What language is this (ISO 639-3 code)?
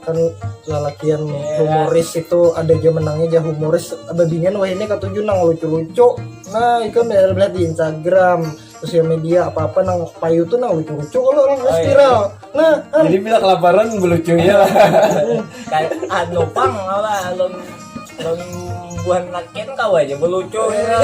bjn